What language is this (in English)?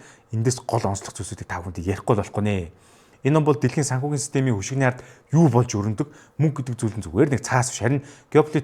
Mongolian